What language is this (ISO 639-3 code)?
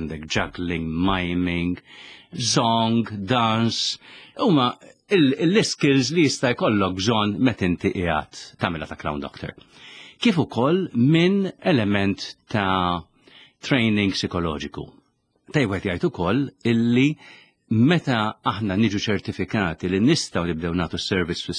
mlt